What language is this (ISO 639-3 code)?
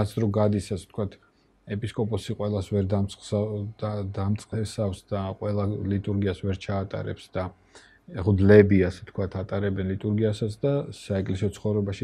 kat